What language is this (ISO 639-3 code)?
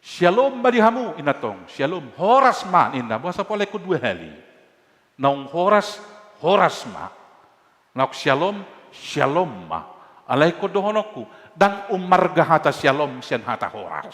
bbc